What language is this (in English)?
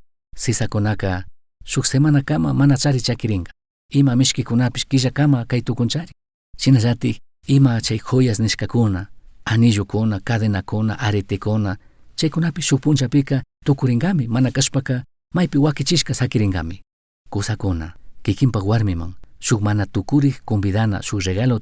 Chimborazo Highland Quichua